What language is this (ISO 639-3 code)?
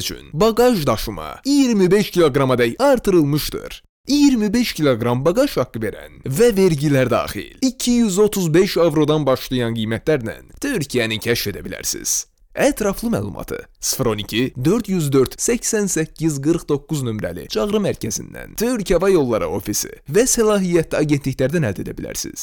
aze